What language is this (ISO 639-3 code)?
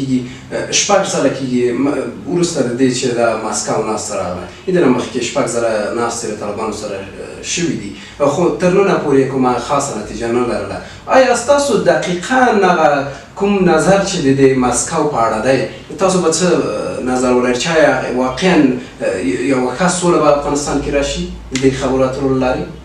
pus